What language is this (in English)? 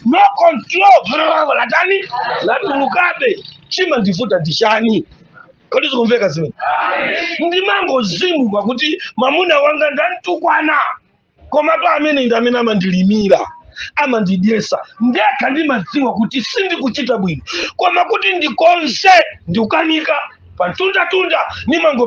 Nyanja